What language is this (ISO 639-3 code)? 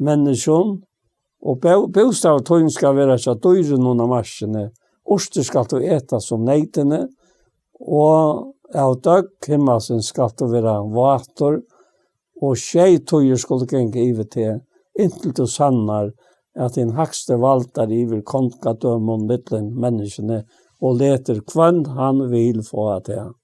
fao